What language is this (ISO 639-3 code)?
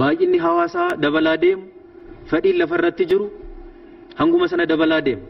orm